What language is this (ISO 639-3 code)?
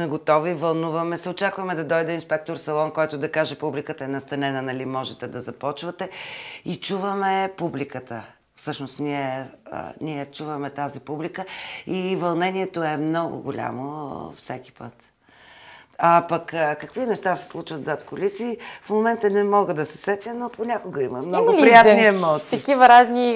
bul